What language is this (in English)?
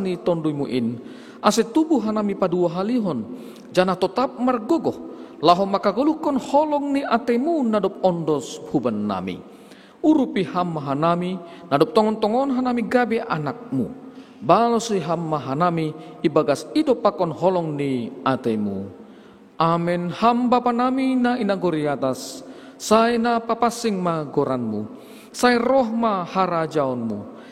Batak Simalungun